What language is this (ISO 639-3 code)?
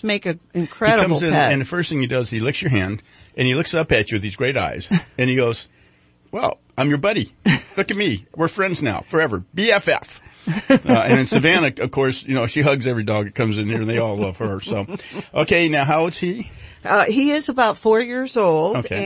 eng